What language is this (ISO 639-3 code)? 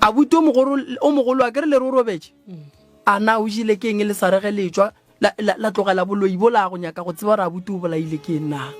nso